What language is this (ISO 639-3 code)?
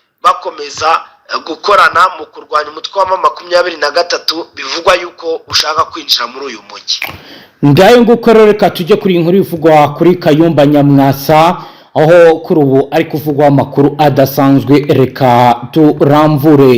kin